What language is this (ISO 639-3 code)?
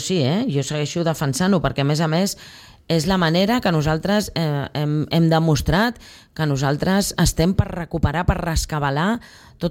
cat